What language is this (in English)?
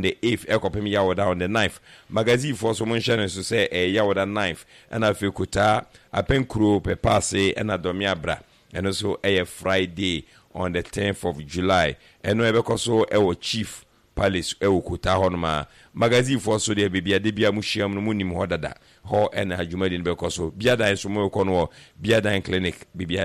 Akan